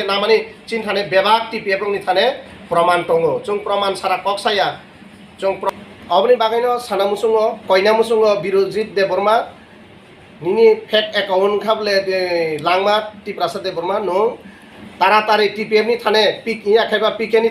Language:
Kok Borok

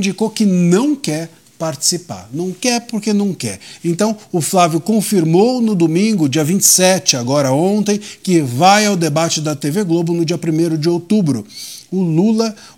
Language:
Portuguese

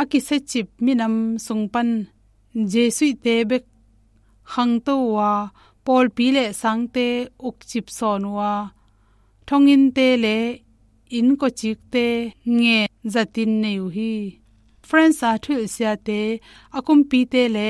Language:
Tedim Chin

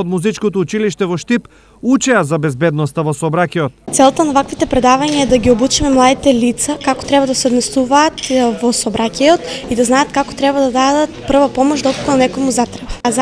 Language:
Macedonian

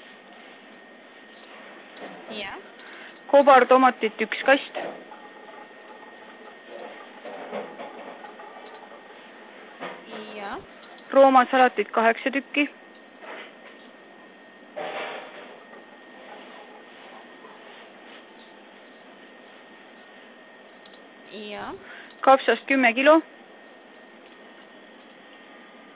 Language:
Estonian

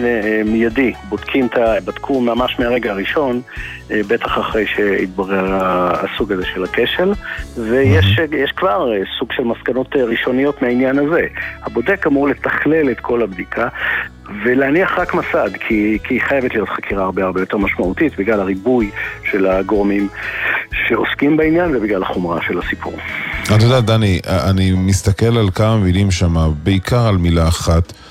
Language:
Hebrew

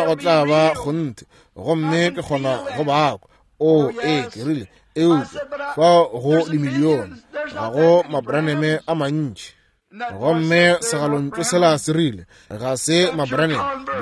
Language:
Northern Sotho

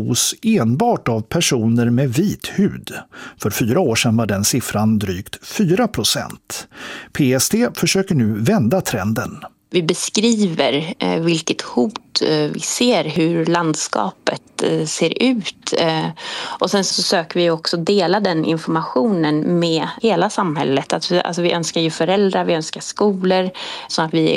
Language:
Swedish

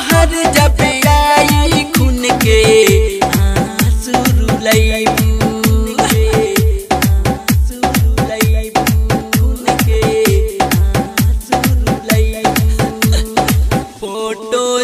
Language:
Bhojpuri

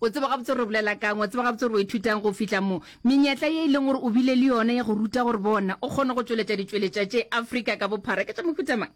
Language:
Northern Sotho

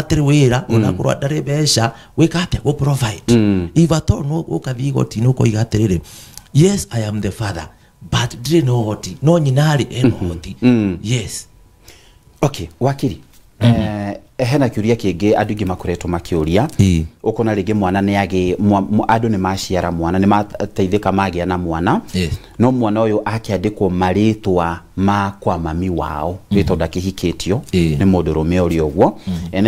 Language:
Kikuyu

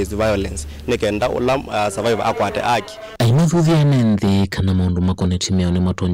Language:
Kamba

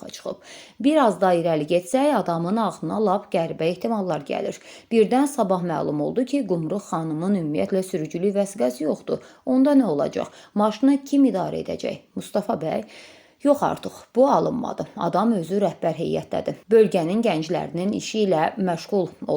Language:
Azerbaijani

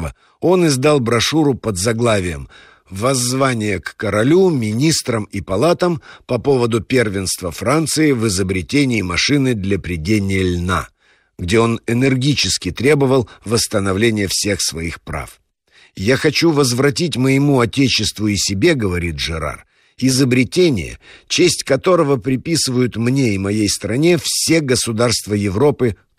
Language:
Russian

